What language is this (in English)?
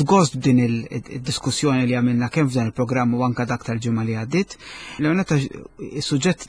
Maltese